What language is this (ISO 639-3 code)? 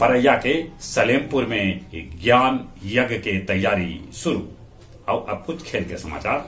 mag